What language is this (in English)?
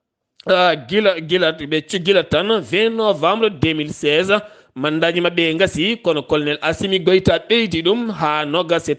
Fula